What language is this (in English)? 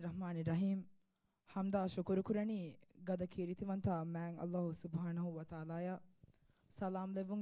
Divehi